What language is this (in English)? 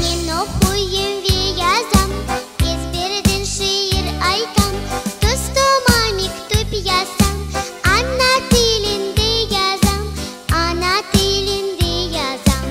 Crimean Tatar